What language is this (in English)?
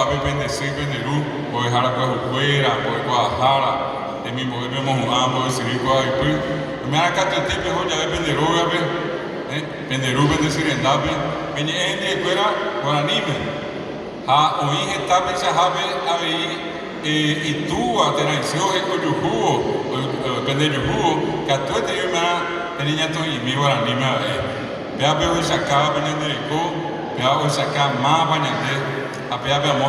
Guarani